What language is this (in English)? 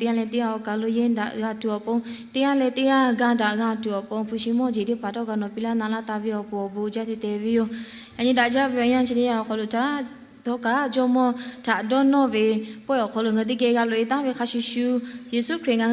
Lahu